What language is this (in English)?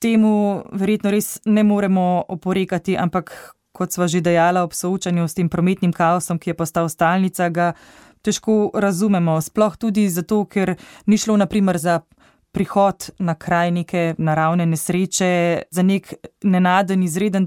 Slovenian